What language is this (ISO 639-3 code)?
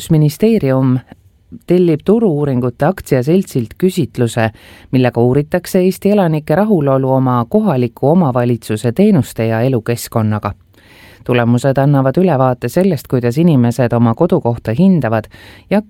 est